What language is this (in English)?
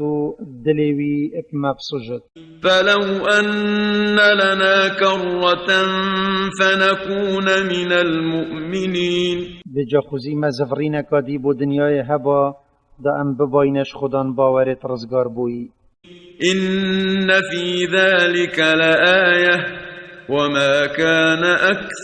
Kurdish